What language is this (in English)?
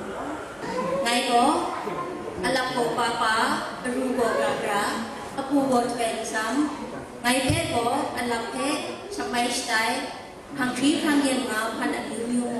Kachin